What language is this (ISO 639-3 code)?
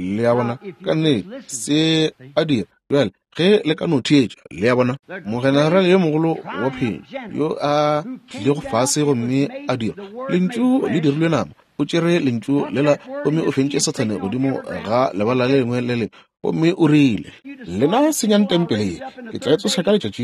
nso